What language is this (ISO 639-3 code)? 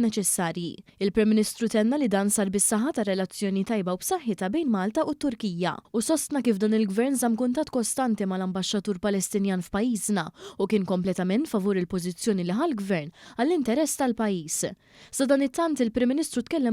mlt